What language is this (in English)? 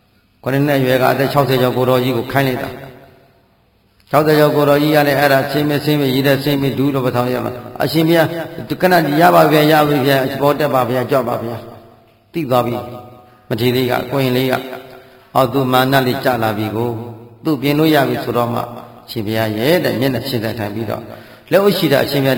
Burmese